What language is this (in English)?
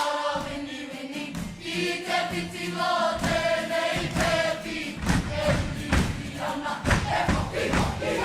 Māori